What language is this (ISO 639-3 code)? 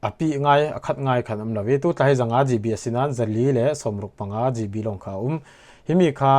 cfm